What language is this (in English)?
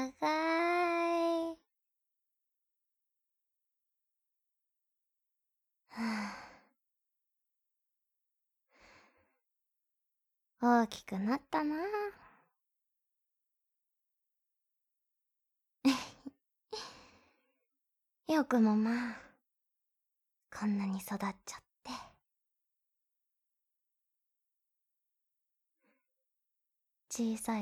Japanese